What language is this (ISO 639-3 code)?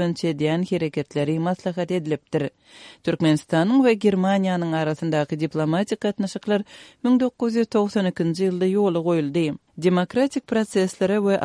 tuk